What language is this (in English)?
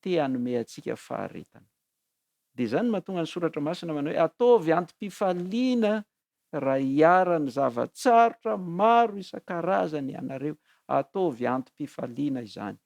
Malagasy